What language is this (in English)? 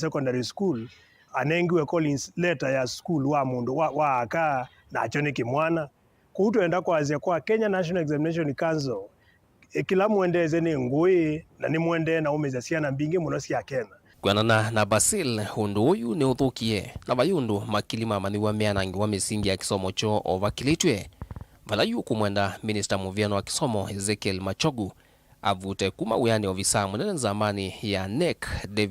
Kamba